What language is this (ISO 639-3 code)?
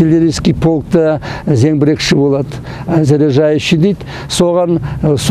kaz